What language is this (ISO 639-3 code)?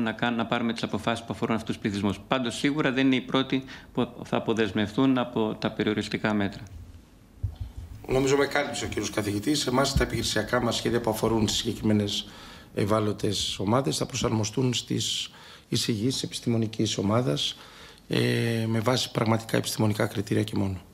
ell